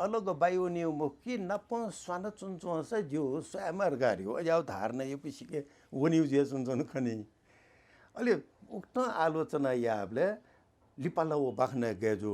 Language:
Newari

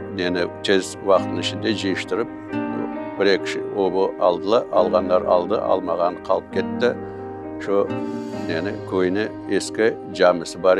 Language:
Crimean Tatar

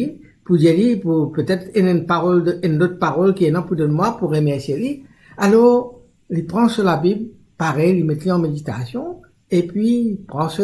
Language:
Morisyen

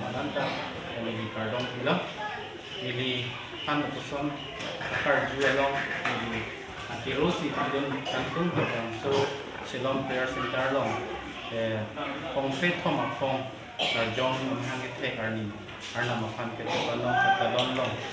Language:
Karbi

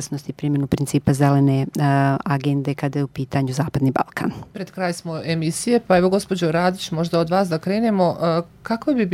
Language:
Serbian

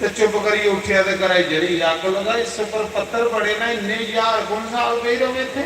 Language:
Dogri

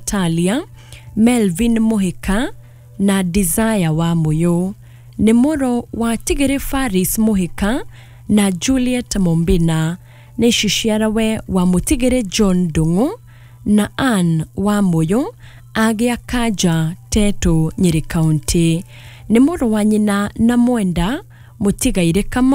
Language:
Kikuyu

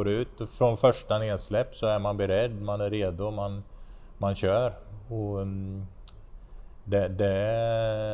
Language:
Swedish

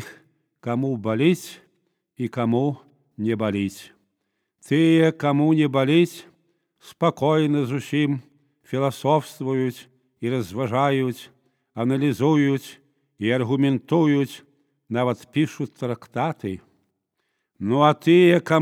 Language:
Belarusian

